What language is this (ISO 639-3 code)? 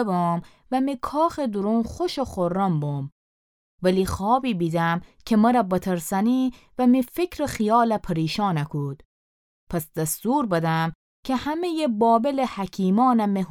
glk